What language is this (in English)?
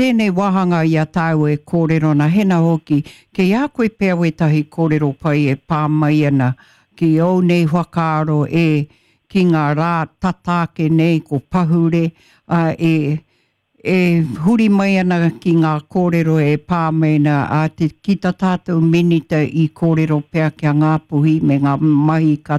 Māori